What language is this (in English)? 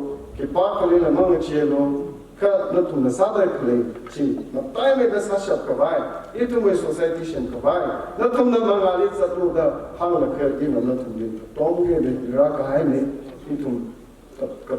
Tangkhul Naga (India)